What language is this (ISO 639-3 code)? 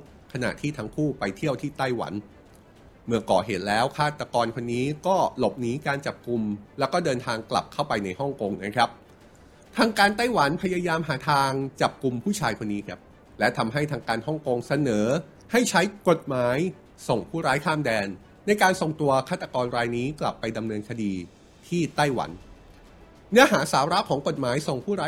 tha